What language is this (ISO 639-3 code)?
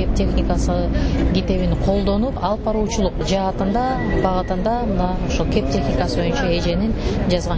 kir